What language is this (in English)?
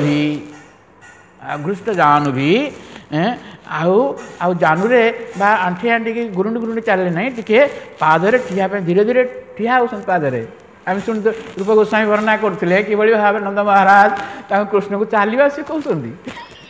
Odia